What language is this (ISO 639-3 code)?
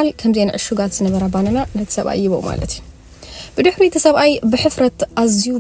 tir